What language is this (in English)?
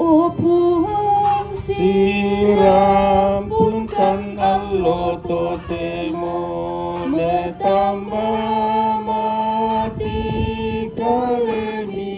Toraja-Sa'dan